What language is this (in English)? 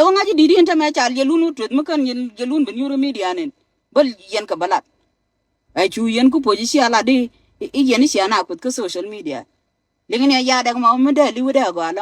Nuer